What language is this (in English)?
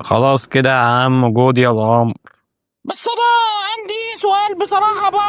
Egyptian Arabic